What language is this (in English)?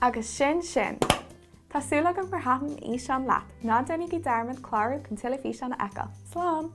Irish